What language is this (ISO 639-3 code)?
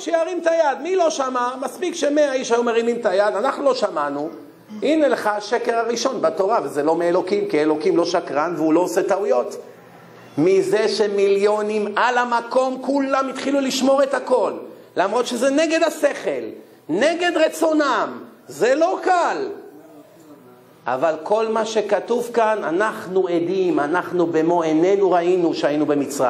heb